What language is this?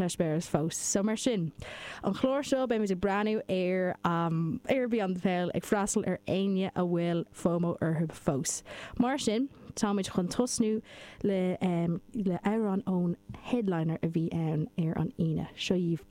Irish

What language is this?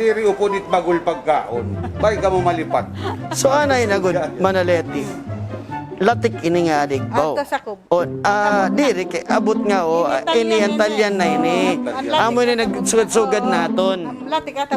Waray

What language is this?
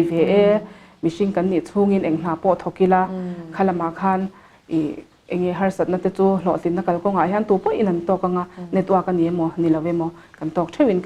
Mizo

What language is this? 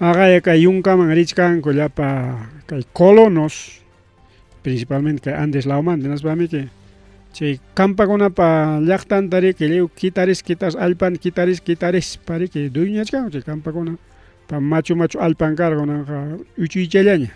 Ayacucho Quechua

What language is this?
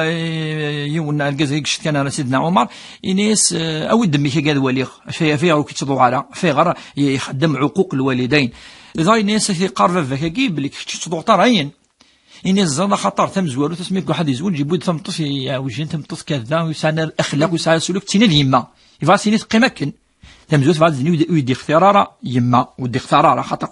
Kabyle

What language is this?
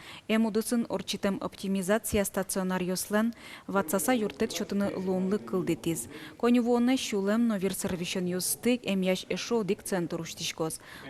Udmurt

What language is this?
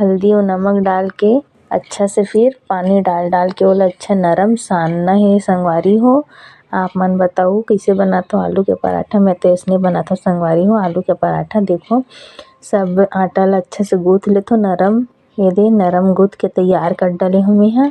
Chhattisgarhi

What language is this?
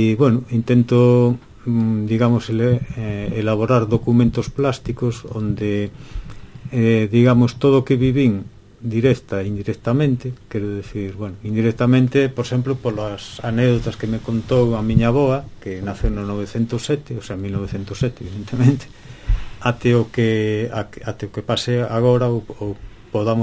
Galician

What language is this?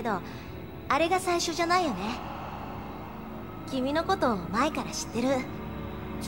Japanese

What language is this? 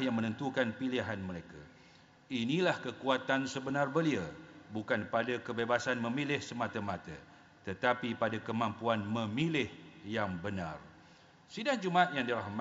Malay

